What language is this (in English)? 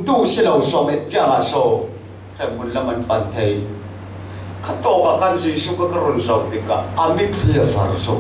Falam Chin